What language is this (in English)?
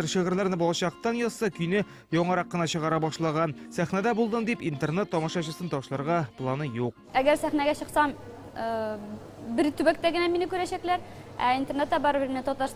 Tatar